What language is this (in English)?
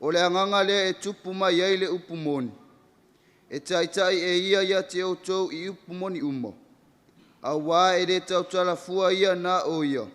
Samoan